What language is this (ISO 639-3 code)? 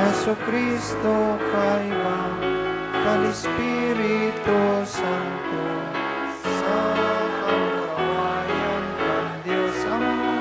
bik